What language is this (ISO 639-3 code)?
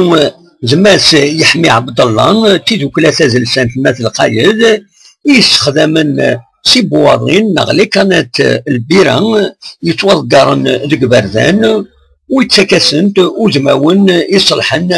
kab